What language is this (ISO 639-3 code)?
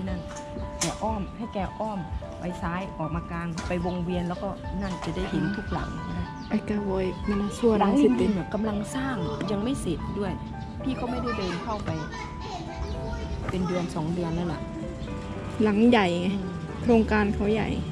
tha